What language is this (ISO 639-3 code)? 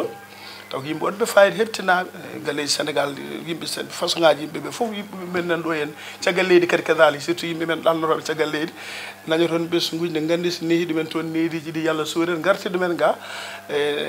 ful